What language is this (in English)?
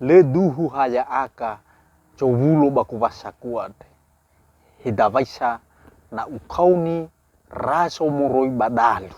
Nias